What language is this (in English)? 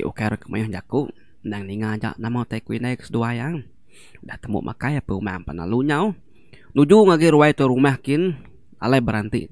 Iban